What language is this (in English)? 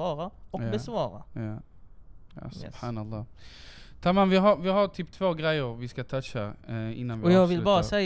Swedish